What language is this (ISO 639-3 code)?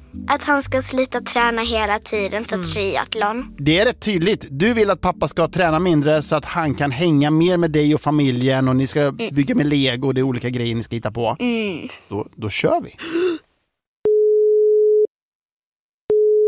swe